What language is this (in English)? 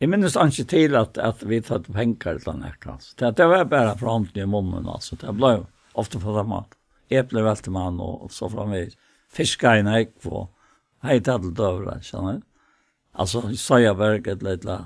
Faroese